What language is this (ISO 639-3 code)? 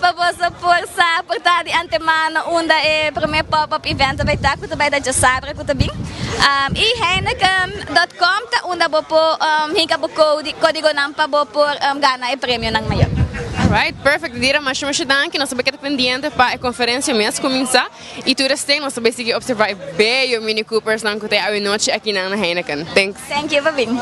pap